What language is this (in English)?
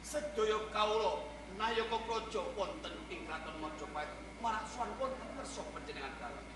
Javanese